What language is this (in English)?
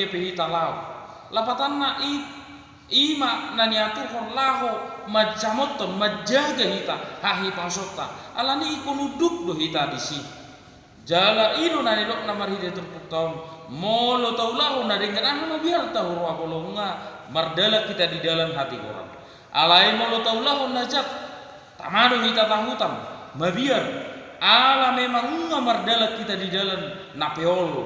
Batak Toba